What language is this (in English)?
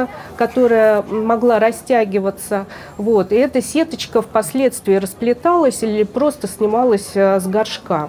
Russian